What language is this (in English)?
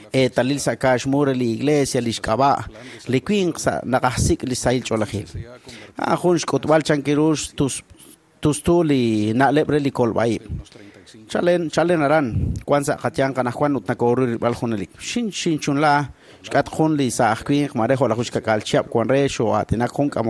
Kekchí